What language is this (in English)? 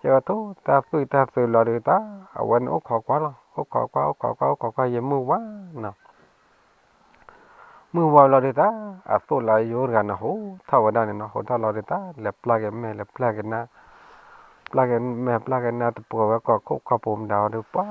S'gaw Karen